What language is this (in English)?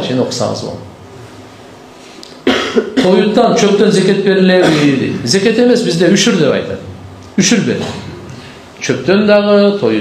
Kyrgyz